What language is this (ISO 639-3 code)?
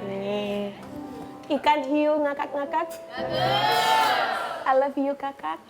mui